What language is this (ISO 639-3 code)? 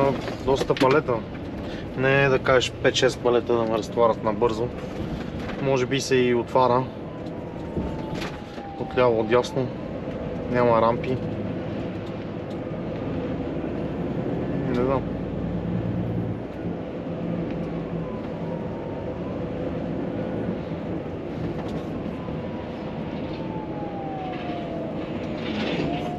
bul